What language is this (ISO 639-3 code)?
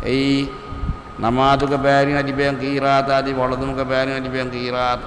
div